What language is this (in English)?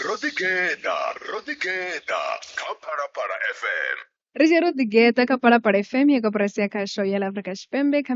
Venda